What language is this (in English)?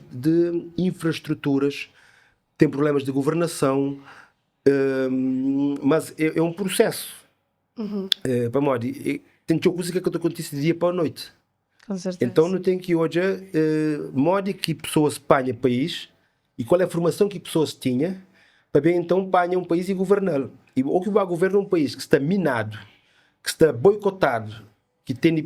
Kabuverdianu